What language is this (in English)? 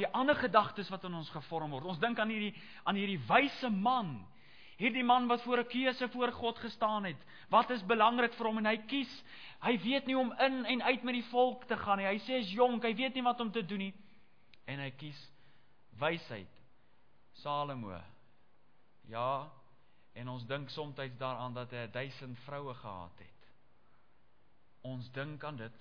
Afrikaans